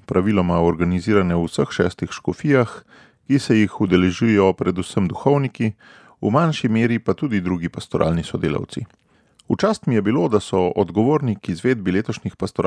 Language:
Slovenian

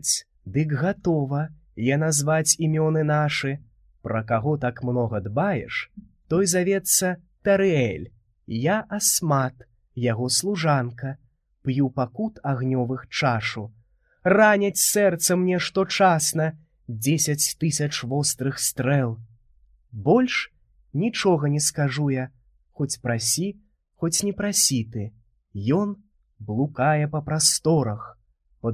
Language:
Belarusian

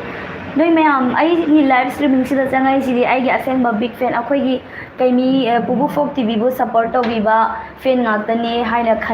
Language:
Manipuri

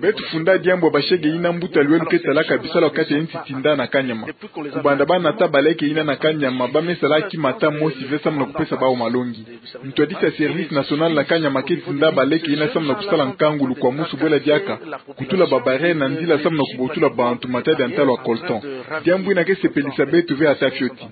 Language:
Kituba (Democratic Republic of Congo)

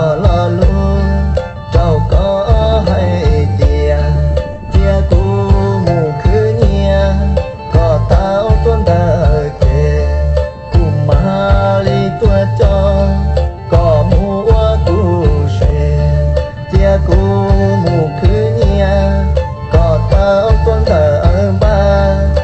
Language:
Hmong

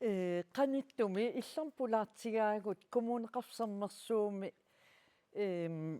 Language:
Kalaallisut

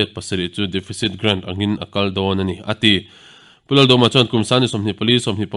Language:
Mizo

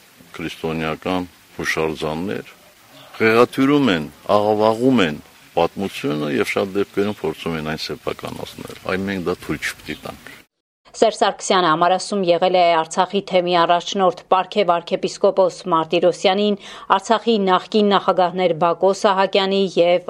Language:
Armenian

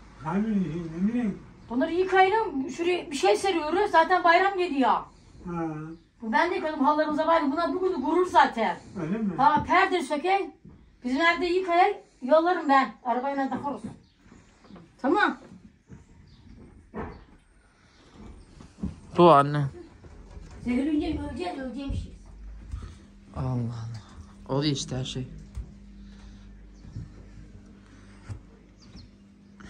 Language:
Turkish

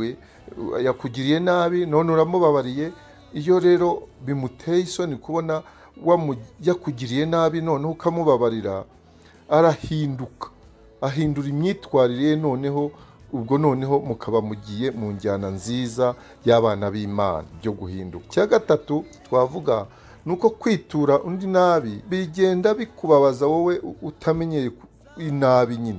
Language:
Kinyarwanda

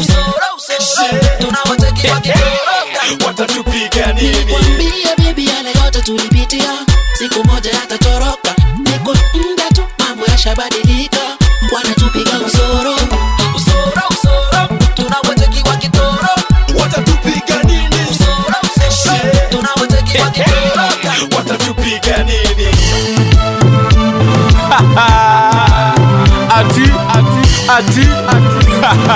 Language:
Swahili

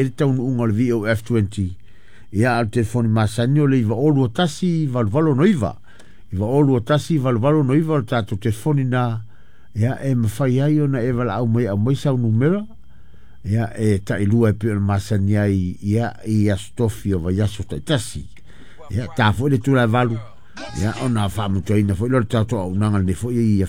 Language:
Samoan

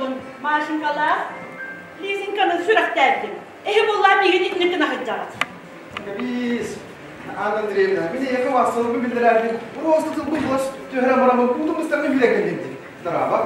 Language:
Yakut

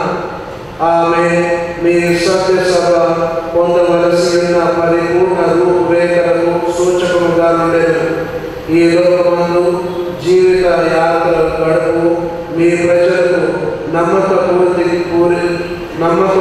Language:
Telugu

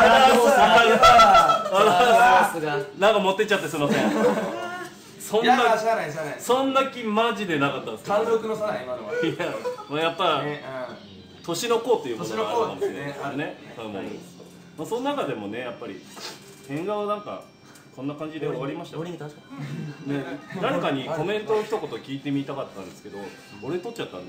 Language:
Japanese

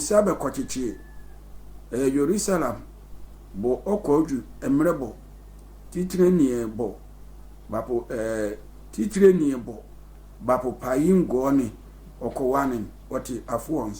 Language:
Sehwi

